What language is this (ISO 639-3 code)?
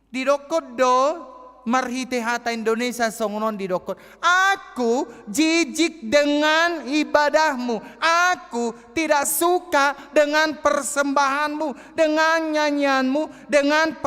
bbc